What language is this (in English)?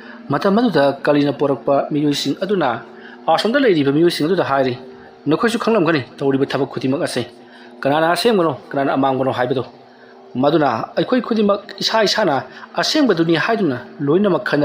Manipuri